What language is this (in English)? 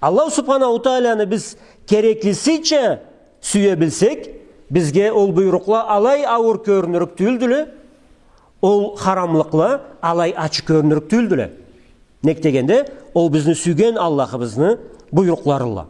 Karachay-Balkar